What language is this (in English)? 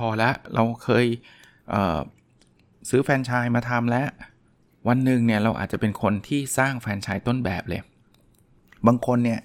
Thai